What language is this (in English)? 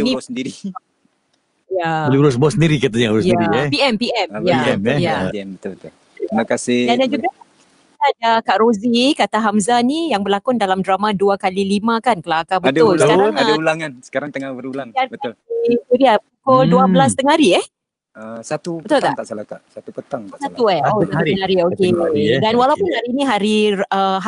Malay